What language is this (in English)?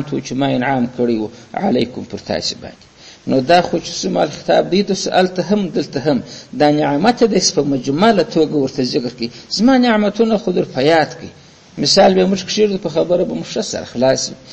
Pashto